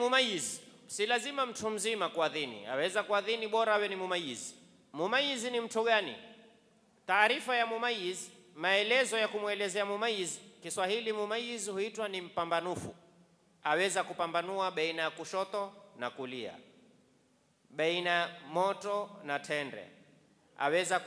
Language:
Swahili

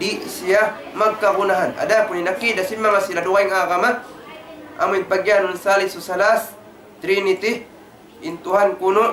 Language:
Tausug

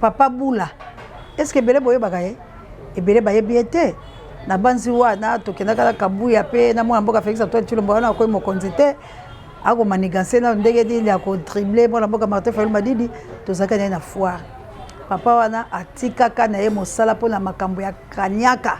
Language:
Lingala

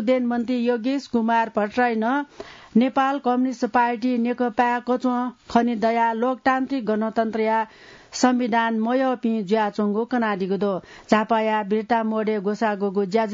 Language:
Newari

